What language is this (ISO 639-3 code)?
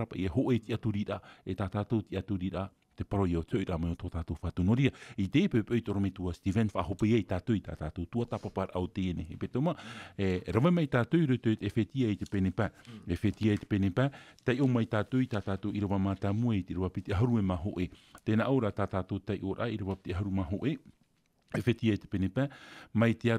tah